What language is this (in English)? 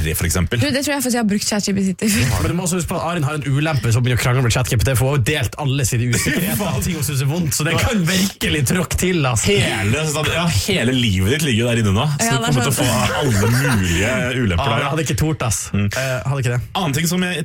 Norwegian